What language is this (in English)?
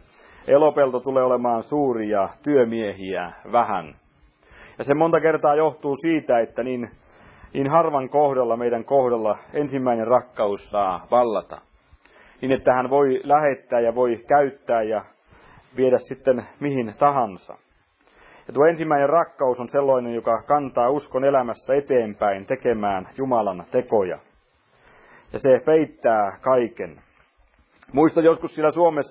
Finnish